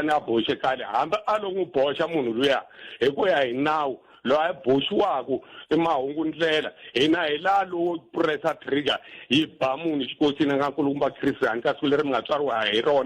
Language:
Tsonga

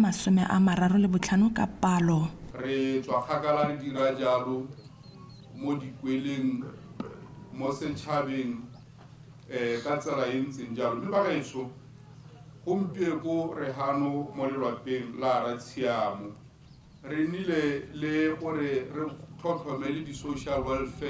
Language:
Tswana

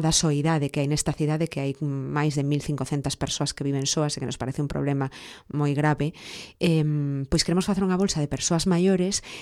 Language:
Galician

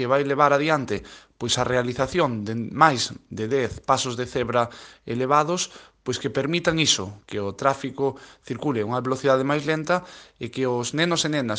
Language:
Galician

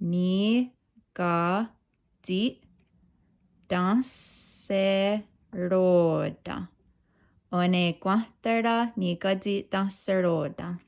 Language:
Mohawk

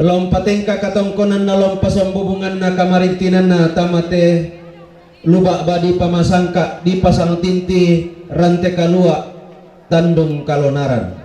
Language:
Toraja-Sa'dan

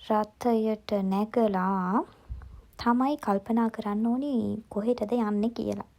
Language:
Sinhala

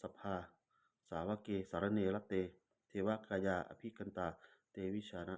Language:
Pali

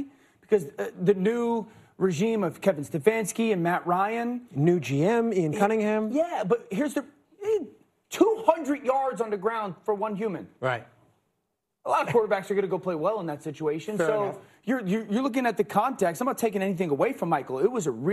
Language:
English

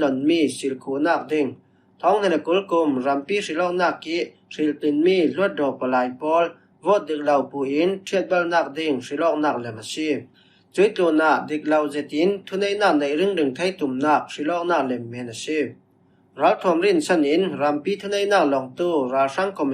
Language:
Falam Chin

